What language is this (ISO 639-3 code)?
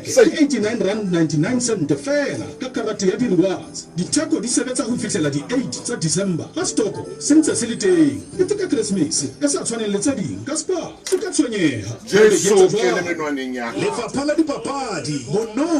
sot